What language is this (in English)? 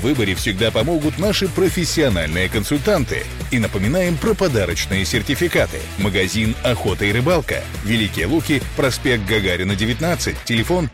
Russian